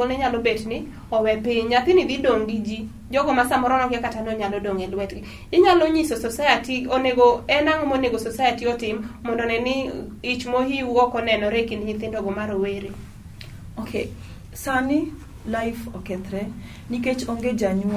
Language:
Luo (Kenya and Tanzania)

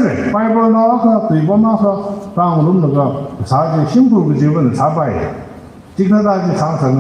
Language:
Tangkhul Naga (India)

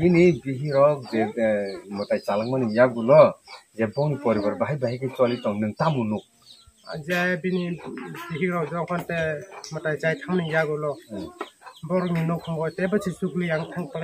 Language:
Kok Borok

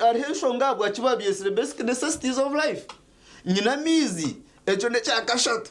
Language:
Nyankole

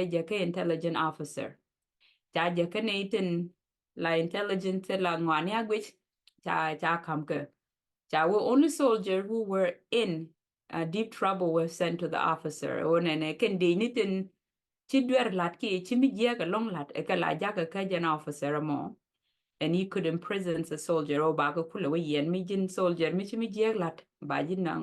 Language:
Nuer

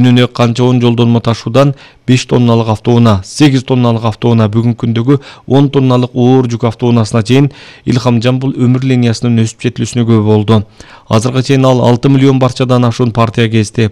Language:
Kyrgyz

